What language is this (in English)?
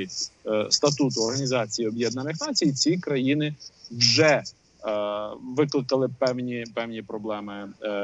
Ukrainian